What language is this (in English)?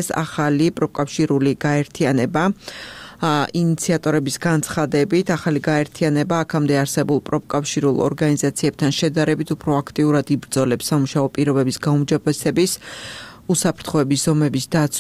Georgian